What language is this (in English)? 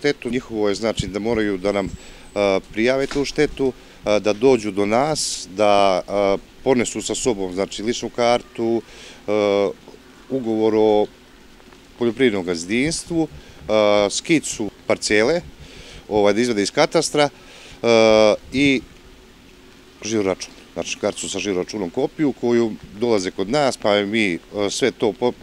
Serbian